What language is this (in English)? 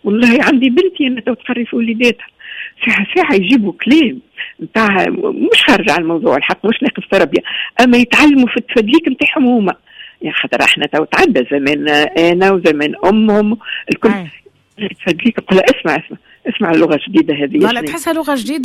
Tunisian Arabic